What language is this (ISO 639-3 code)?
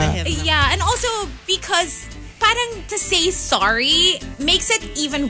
fil